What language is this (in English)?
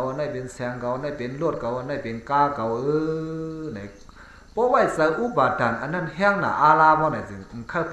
Shan